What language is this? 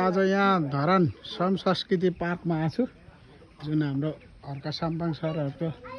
Nepali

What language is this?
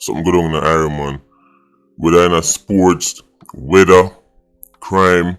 Jamaican Creole English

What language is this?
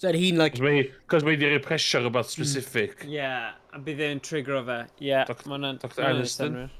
Welsh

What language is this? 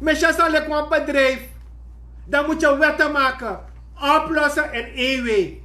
Sranan Tongo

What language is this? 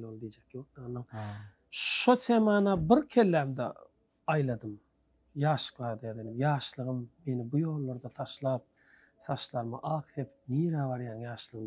Turkmen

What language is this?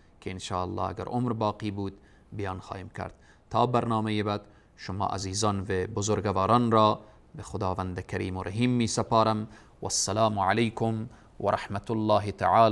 Persian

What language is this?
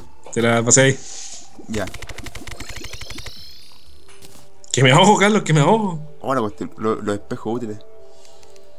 Spanish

